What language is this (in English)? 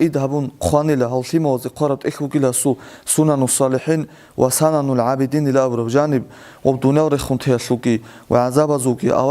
Avaric